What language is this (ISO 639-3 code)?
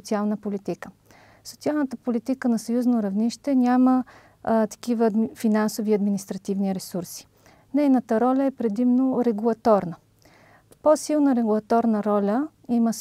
bul